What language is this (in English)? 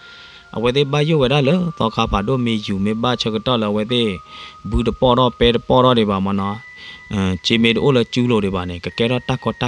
S'gaw Karen